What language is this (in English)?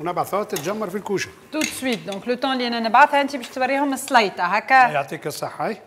Tunisian Arabic